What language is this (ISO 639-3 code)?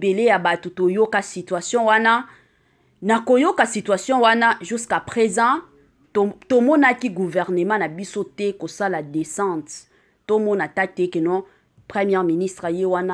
lin